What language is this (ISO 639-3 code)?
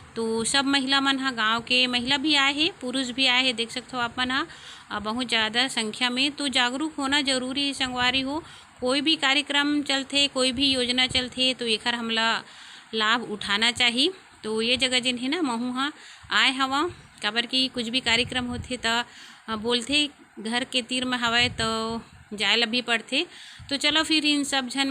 hne